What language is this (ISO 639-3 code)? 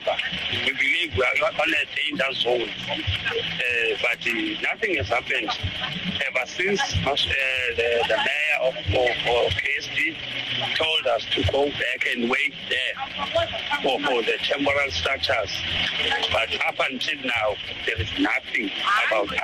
nso